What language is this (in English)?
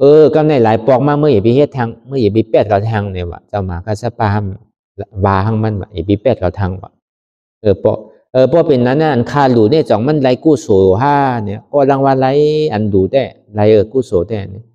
Shan